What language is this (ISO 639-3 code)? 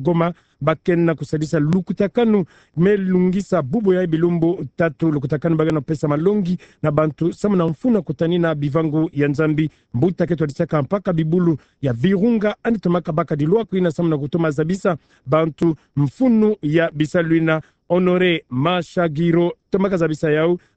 ktu